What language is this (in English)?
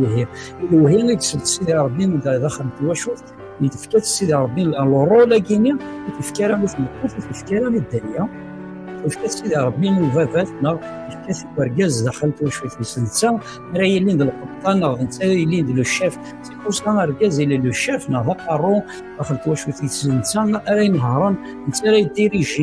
Kabyle